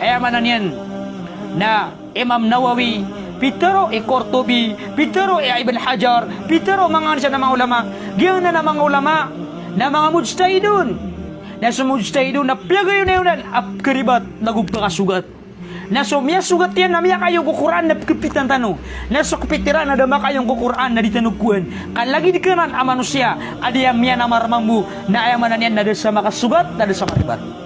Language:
Maranao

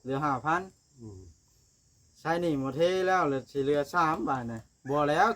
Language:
Northeastern Thai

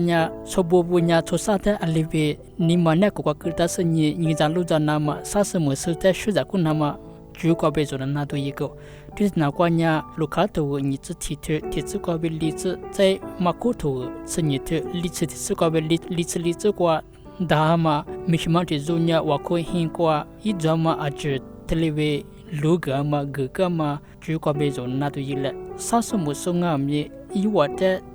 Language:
Lisu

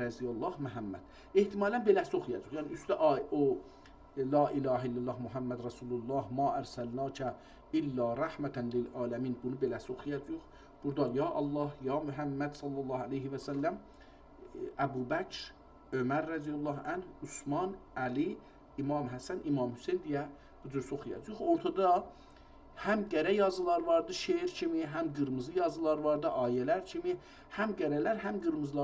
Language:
South Azerbaijani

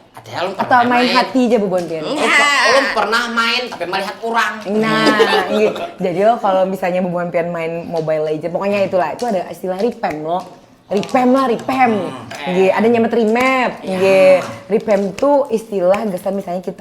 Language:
Banjar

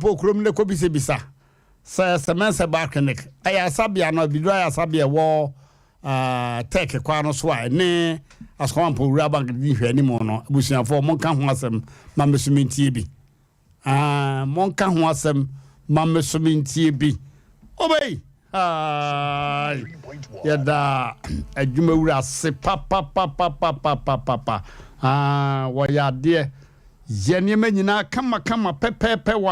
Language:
Akan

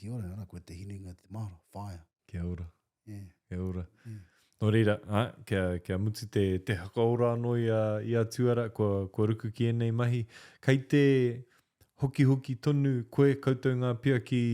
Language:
Māori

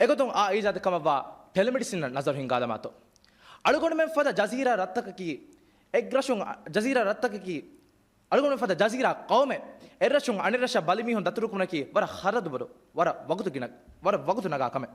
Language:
Divehi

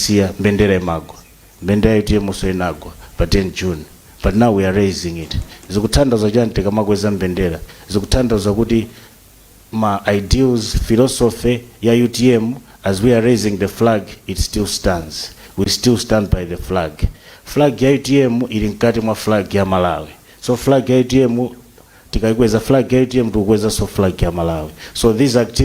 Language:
Nyanja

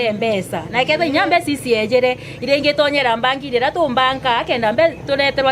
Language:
Meru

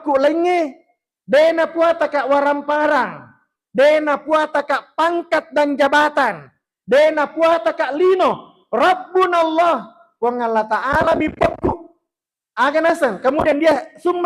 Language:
Buginese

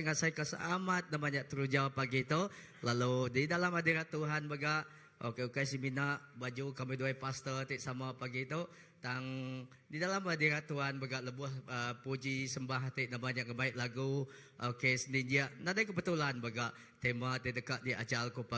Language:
Iban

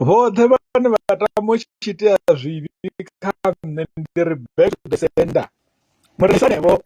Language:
Venda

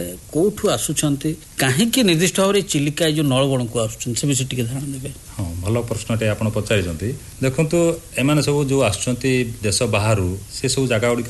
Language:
Odia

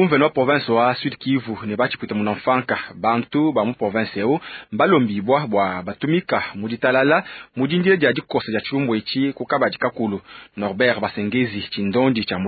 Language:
Luba-Lulua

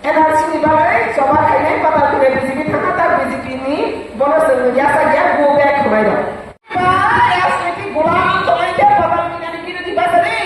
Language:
Riang (India)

